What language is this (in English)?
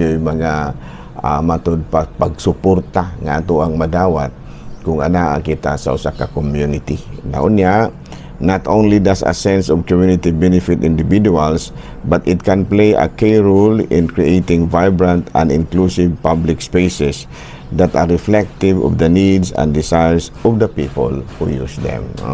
Cebuano